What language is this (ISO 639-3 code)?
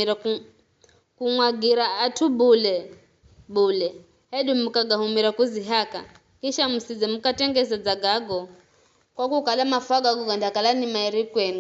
nyf